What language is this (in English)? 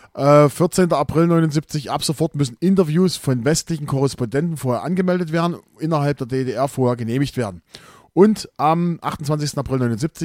German